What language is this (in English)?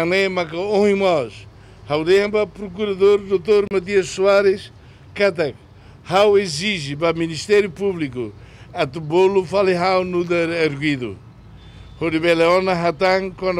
Tetum